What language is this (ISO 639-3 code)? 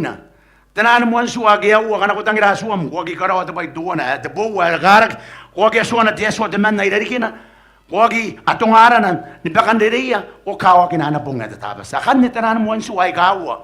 gil